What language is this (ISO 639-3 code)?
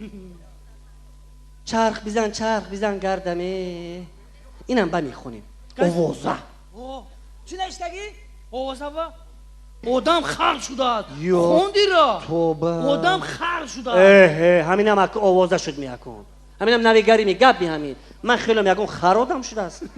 tgk